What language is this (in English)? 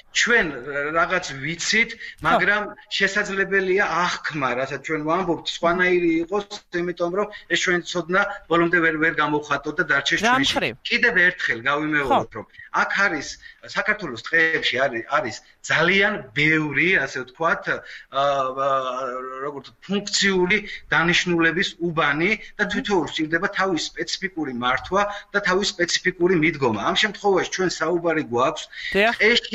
Georgian